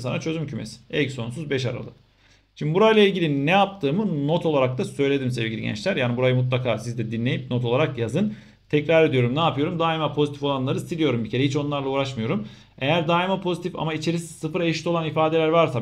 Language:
Turkish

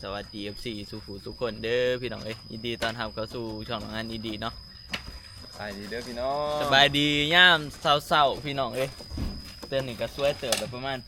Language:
Northeastern Thai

